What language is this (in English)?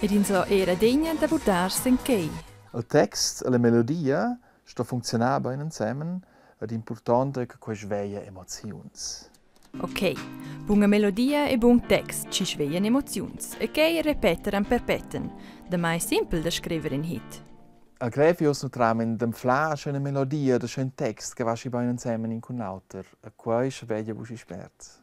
Romansh